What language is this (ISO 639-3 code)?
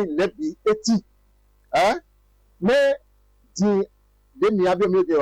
fon